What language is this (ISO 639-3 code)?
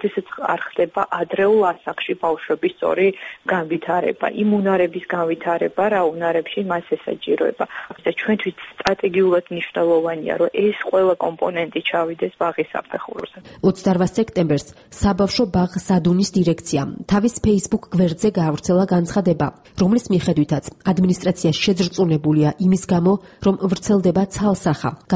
kat